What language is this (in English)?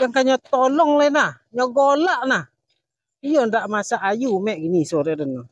Minangkabau